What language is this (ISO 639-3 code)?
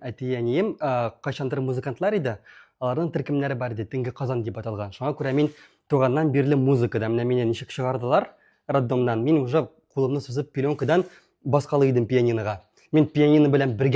tat